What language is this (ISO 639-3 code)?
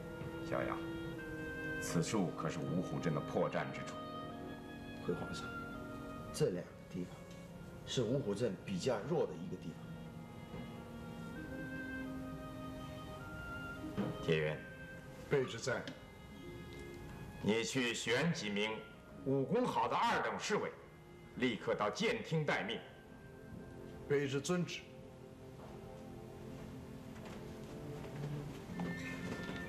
zho